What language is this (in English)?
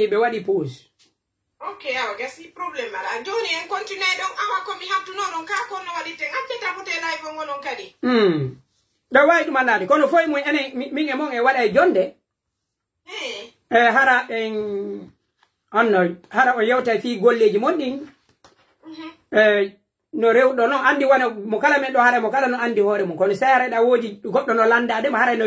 Pular